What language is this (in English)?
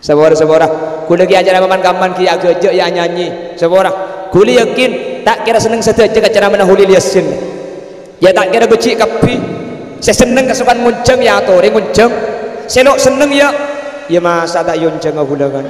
Madurese